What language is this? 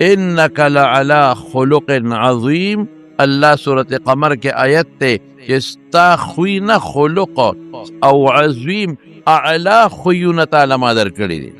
Pashto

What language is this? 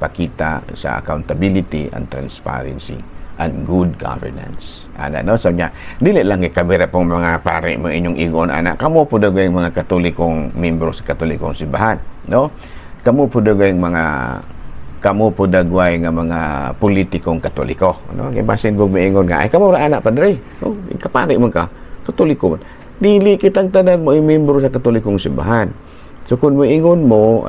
Cebuano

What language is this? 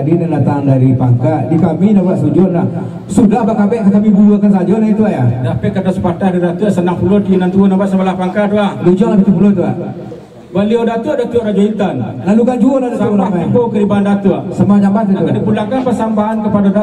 Minangkabau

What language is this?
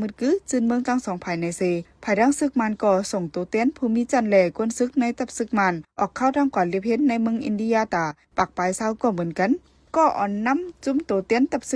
Shan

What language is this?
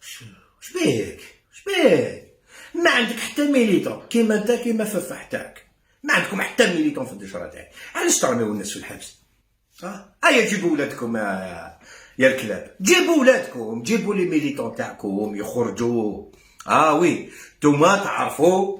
Algerian Arabic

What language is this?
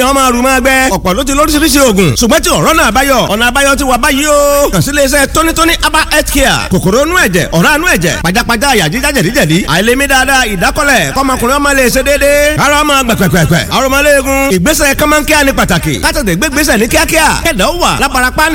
Yoruba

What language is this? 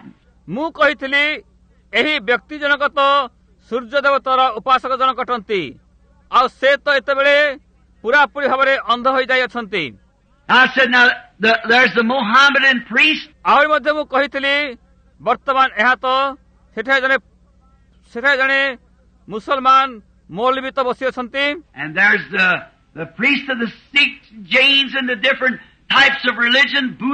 Odia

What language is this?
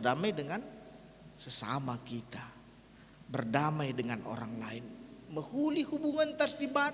Batak Karo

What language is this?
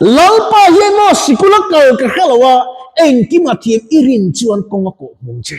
Mizo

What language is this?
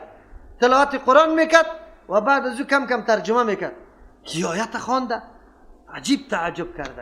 Persian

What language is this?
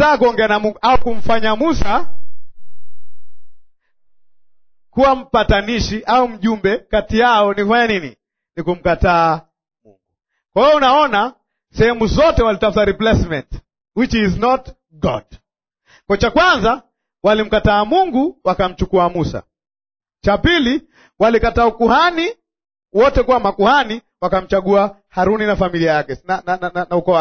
Swahili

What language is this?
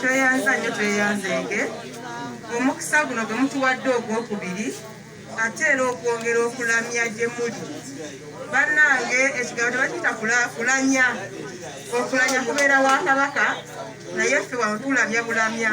Ganda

